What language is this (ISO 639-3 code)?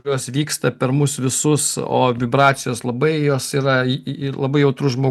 lit